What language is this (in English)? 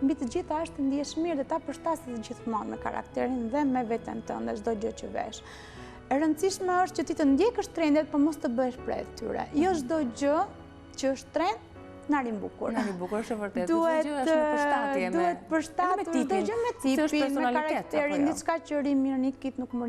Albanian